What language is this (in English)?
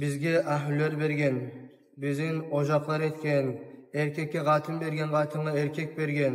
Kumyk